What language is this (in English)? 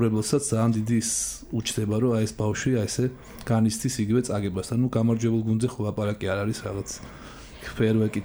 Georgian